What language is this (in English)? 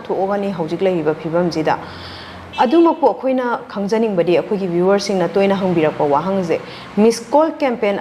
Manipuri